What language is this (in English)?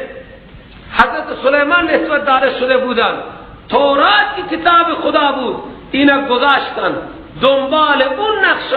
Persian